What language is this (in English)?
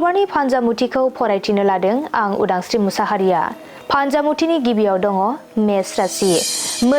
Bodo